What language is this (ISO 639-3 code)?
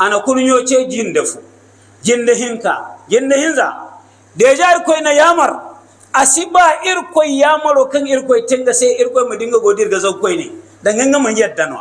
hau